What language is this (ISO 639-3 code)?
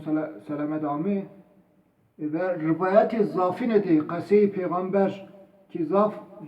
zza